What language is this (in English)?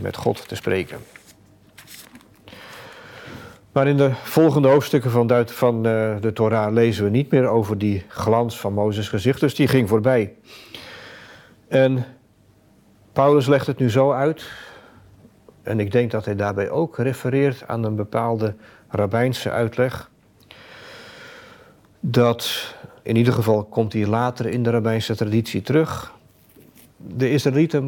Dutch